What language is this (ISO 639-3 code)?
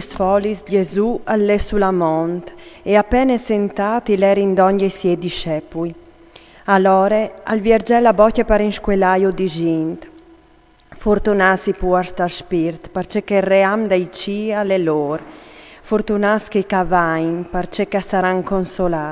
fur